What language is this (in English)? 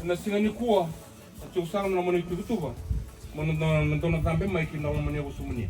Fijian